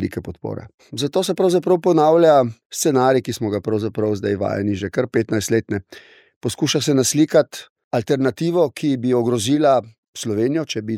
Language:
Slovenian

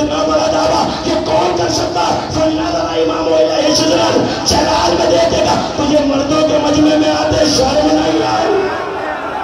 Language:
Urdu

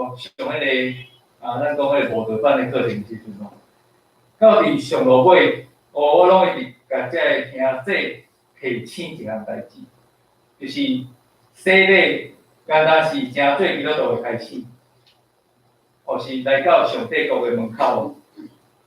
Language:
Min Nan Chinese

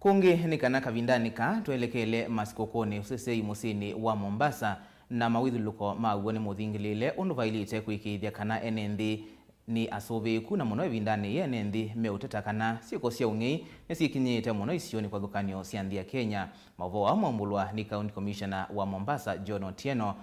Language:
Kamba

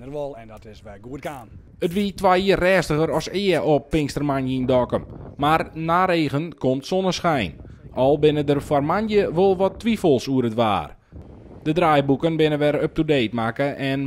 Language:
Western Frisian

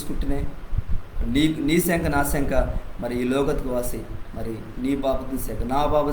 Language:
Koya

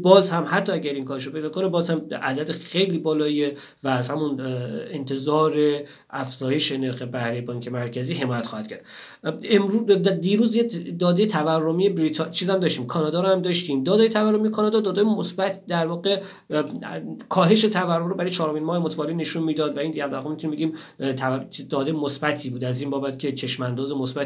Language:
Persian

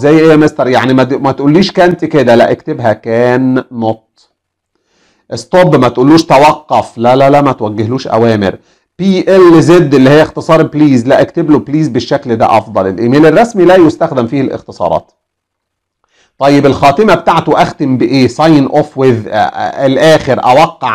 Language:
Egyptian Arabic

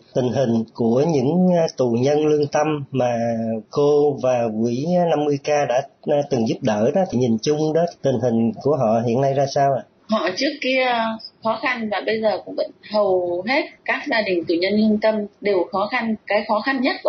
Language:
Vietnamese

